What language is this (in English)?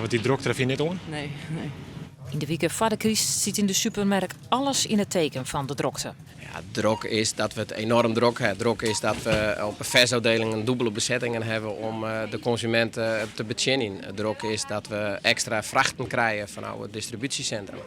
Western Frisian